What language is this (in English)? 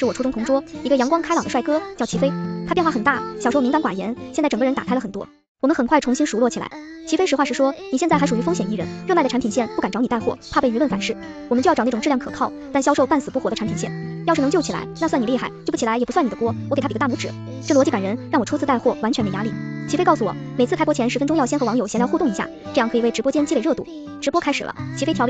Chinese